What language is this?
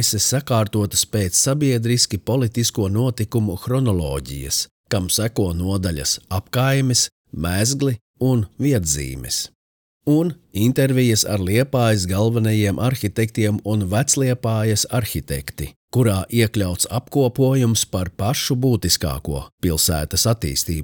Latvian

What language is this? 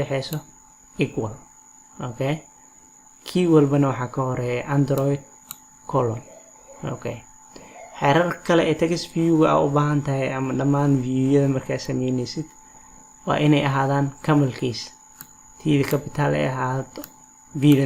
Somali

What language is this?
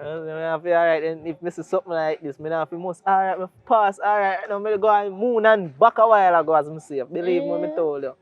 Jamaican Creole English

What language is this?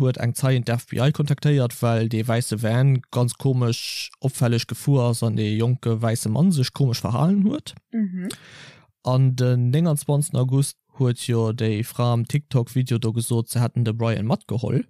Luxembourgish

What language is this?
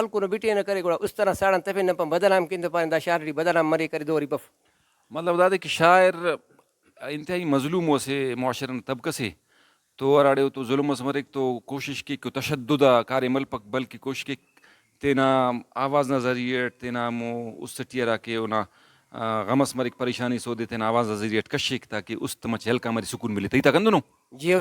Brahui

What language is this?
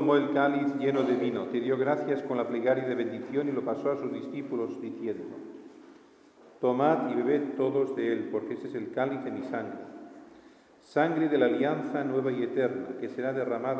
Spanish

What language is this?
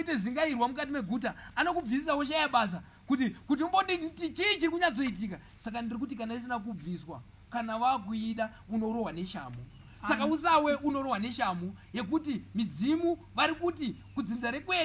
Shona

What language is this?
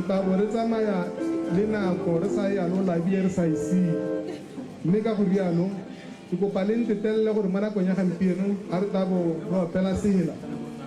Tswana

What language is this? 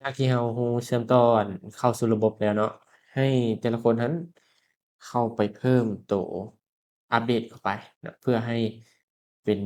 Lao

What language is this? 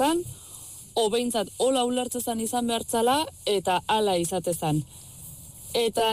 Basque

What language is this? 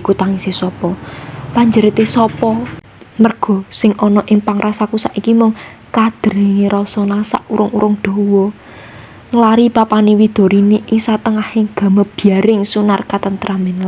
Javanese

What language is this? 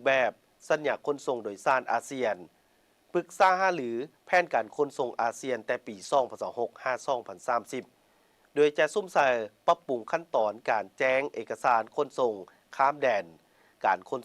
Lao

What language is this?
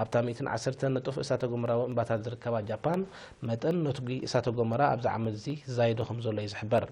Tigrinya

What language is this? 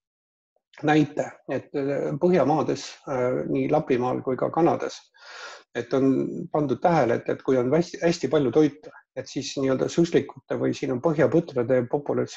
Estonian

